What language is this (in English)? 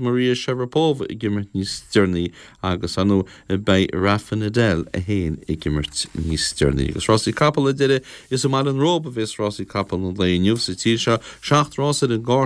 Irish